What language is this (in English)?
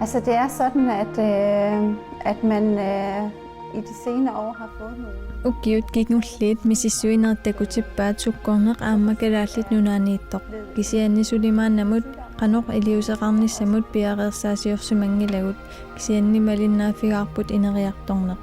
Kalaallisut